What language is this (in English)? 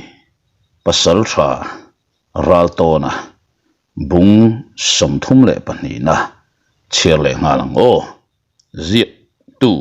Mizo